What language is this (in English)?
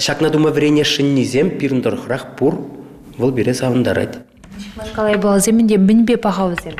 Chuvash